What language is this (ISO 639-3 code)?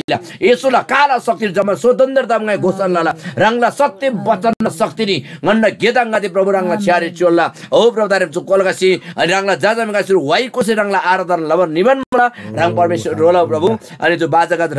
taj